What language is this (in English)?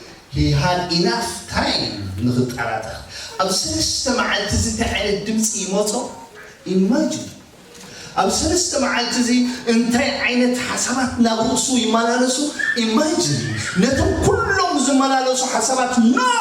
Tigrinya